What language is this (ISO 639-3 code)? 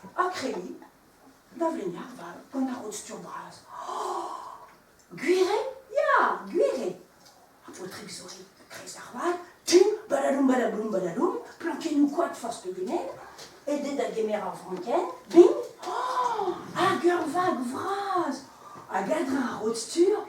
bre